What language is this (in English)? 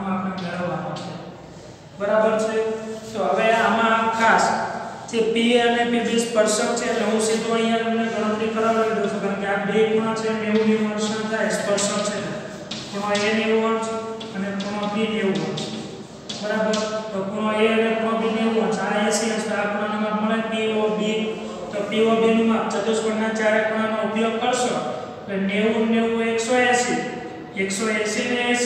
Gujarati